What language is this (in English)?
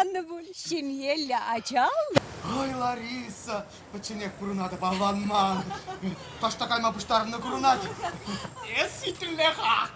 Chuvash